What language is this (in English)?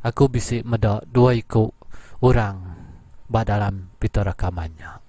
Iban